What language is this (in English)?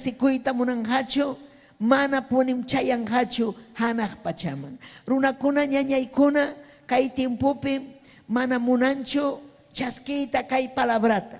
Ayacucho Quechua